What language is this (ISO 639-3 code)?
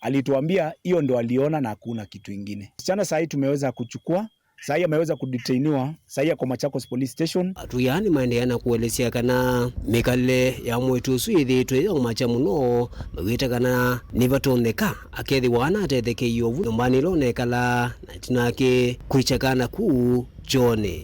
kam